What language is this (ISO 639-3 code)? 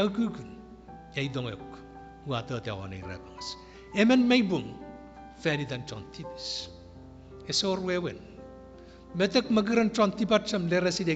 chk